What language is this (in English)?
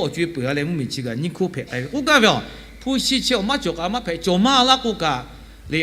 Lahu